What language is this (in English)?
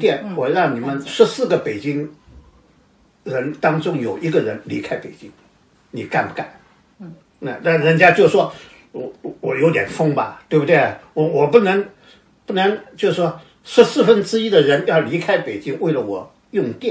Chinese